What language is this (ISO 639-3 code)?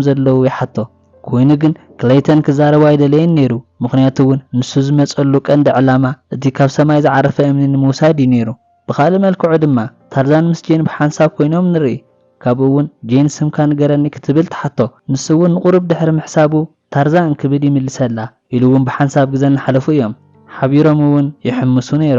tir